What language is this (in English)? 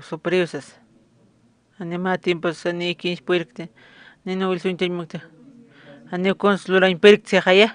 Aymara